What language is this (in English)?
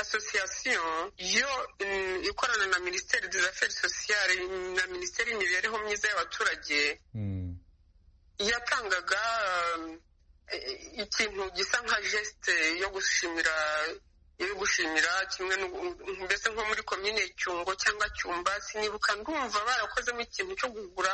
Kinyarwanda